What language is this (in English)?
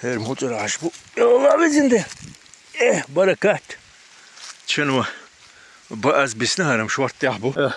Chechen